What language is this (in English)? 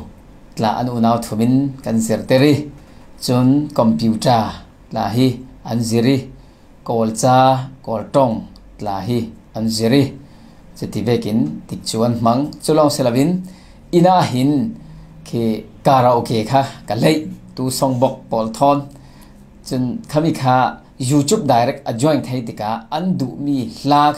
Falam Chin